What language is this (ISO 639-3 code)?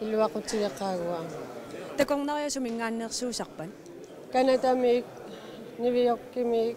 kal